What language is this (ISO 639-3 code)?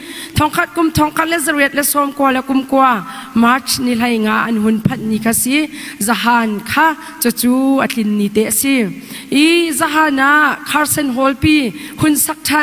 cnh